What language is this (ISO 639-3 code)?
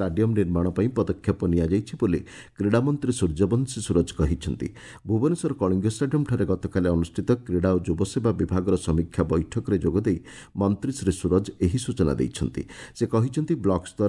ori